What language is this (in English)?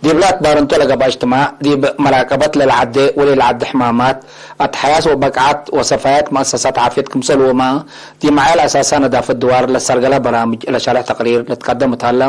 Tigre